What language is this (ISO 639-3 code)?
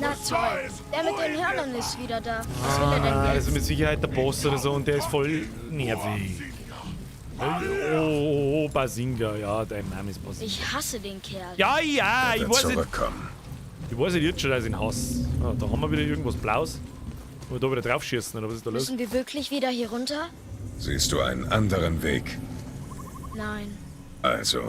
bar